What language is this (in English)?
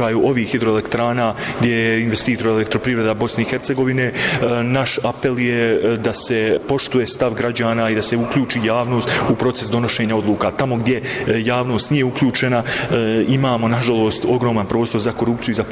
Bosnian